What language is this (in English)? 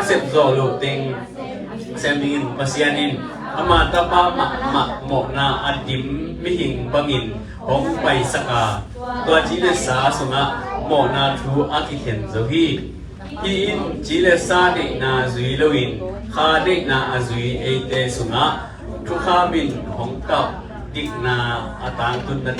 Tedim Chin